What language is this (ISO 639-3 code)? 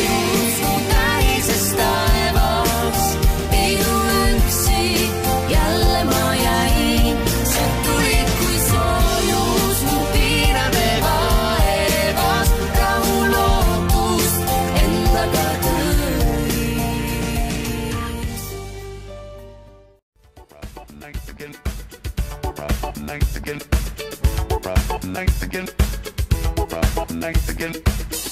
est